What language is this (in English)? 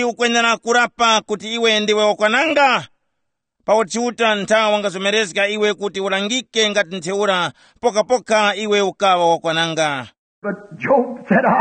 Tumbuka